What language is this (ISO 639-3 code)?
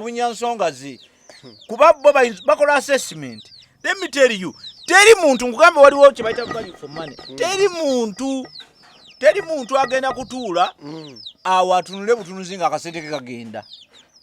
lug